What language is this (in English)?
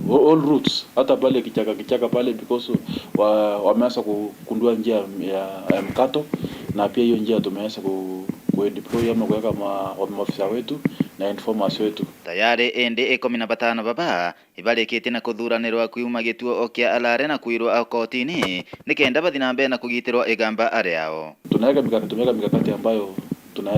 Meru